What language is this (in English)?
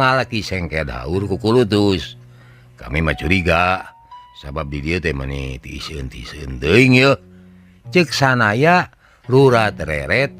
Sundanese